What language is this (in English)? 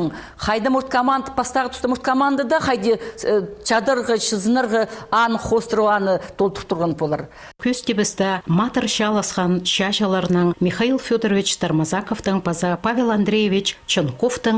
Khakas